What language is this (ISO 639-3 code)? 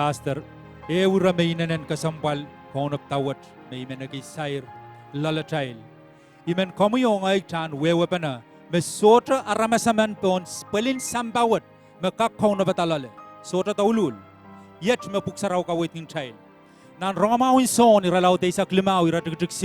pon